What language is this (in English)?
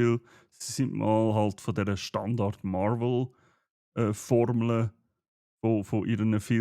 Swiss German